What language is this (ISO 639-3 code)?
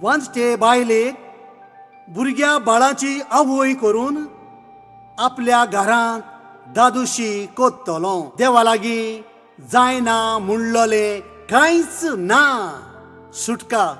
kok